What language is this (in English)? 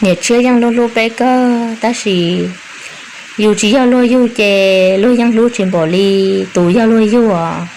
Hmong